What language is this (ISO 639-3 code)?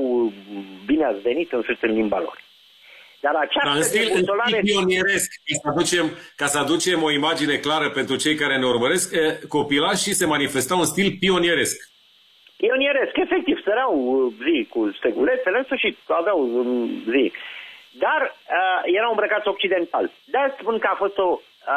ron